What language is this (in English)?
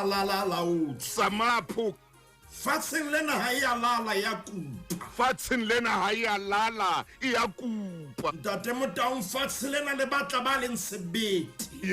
Southern Sotho